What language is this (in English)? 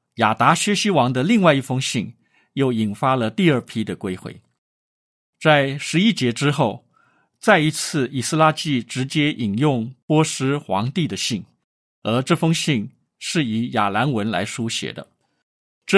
Chinese